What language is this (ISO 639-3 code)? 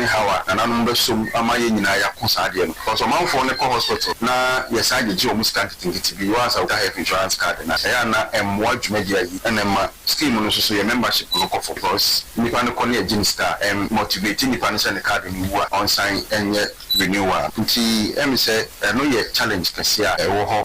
aka